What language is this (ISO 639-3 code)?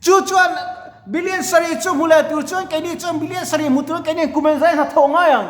lus